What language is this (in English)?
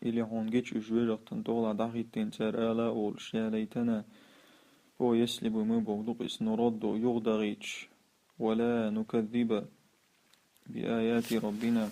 Chechen